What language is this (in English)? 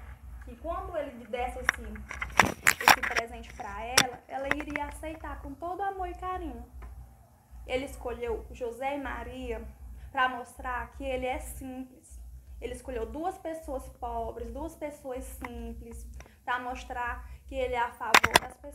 Portuguese